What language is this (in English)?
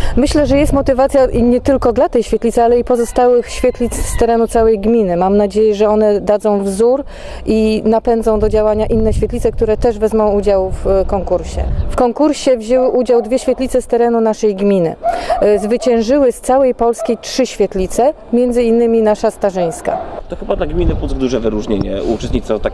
Polish